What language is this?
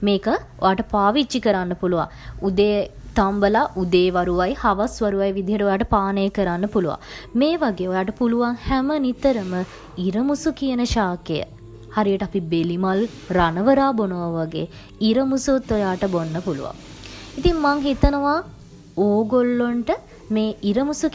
Sinhala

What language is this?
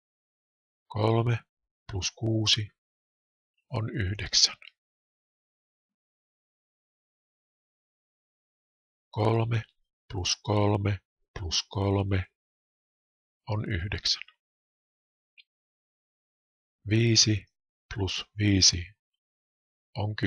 Finnish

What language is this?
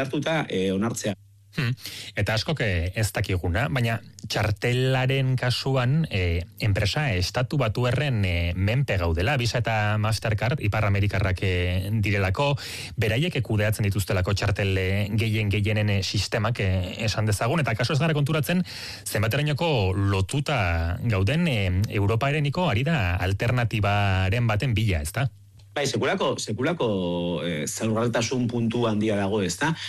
Basque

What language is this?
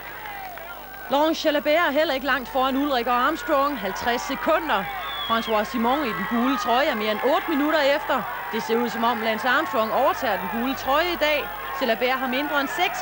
Danish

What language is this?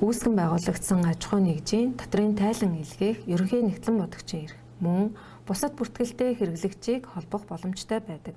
Mongolian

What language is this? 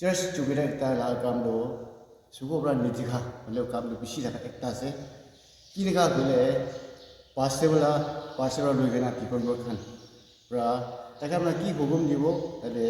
Naga Pidgin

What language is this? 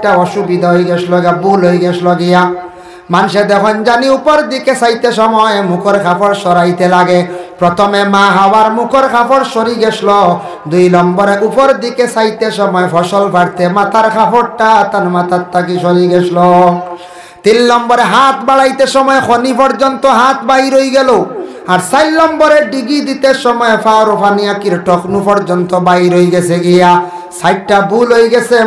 Sylheti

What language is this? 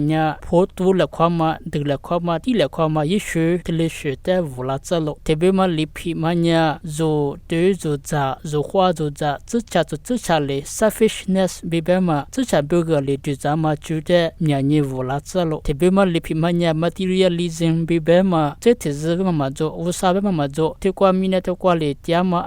Lisu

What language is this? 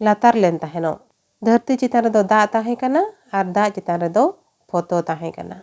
Santali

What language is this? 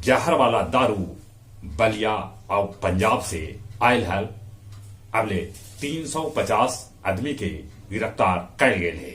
Magahi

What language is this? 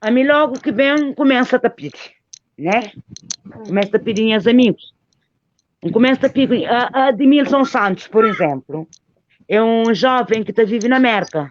Kabuverdianu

